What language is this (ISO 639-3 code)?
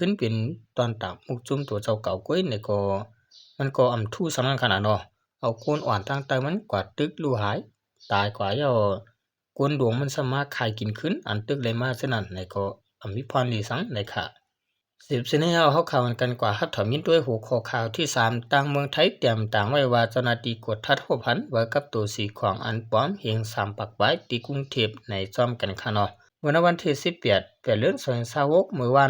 shn